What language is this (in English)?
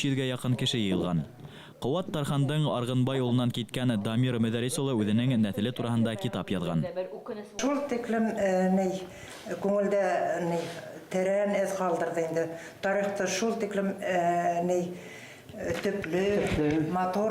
Bashkir